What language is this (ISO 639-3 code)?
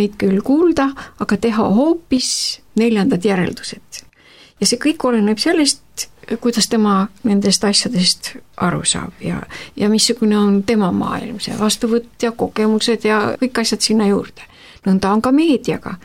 est